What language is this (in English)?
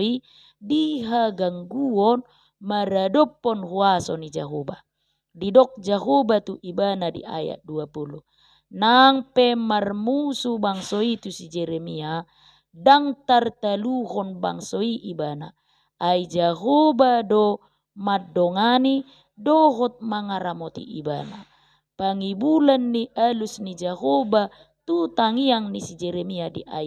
Batak Toba